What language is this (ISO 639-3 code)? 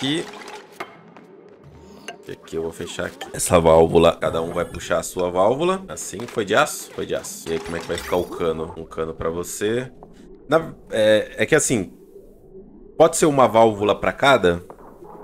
por